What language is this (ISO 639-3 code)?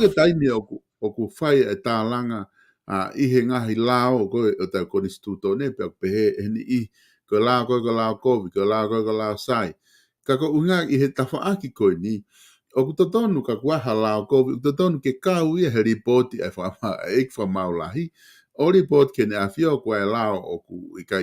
ton